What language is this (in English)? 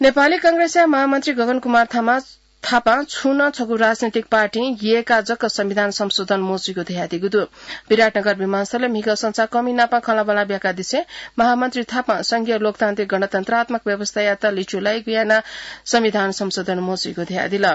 Newari